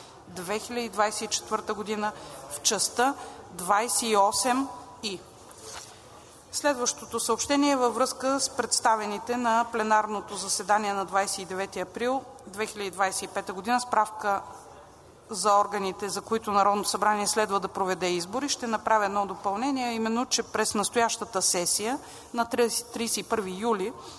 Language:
Bulgarian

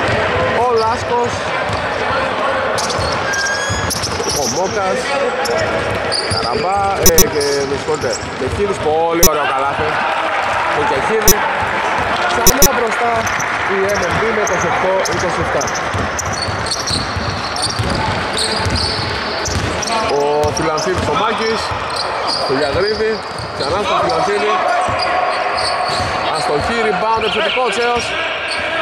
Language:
Greek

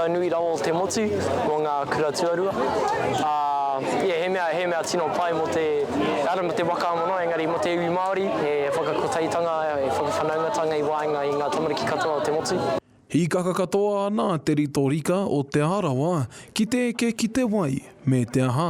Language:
Māori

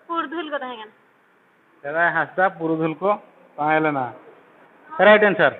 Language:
Santali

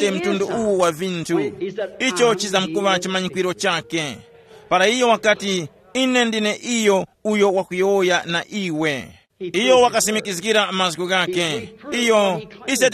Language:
Tumbuka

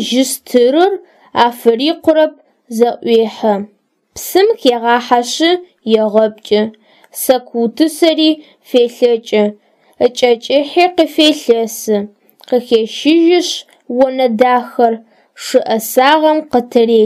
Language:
Adyghe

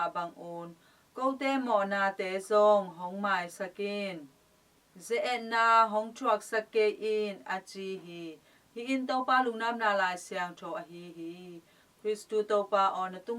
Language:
Tedim Chin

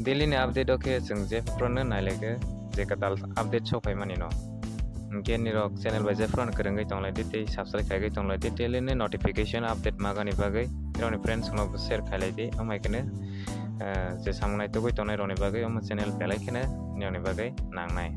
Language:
Kok Borok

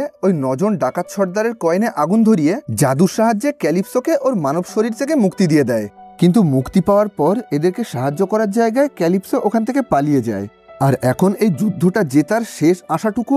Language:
Bangla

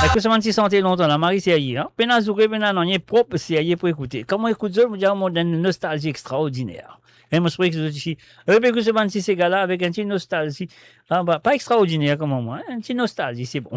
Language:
Morisyen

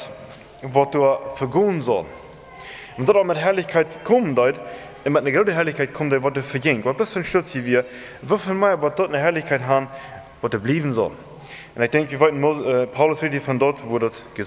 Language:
Plautdietsch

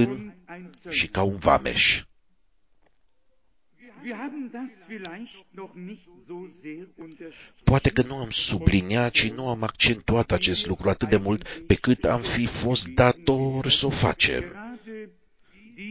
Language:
Romanian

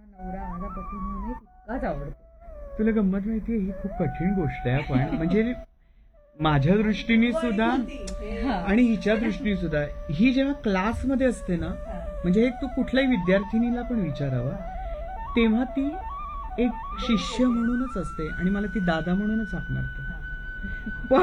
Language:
Marathi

